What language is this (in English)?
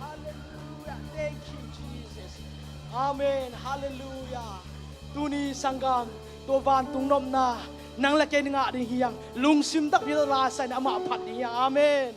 Tedim Chin